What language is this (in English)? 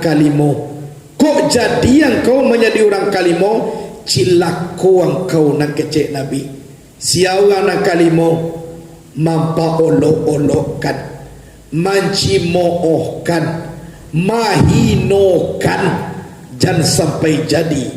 Minangkabau